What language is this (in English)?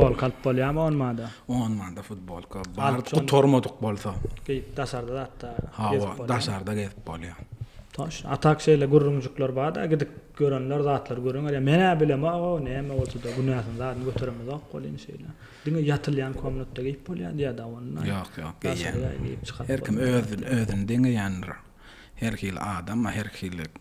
Turkmen